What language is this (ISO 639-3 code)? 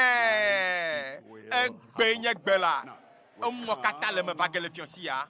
ewe